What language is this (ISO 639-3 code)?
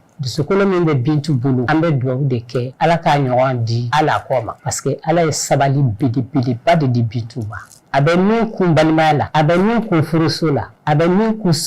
bam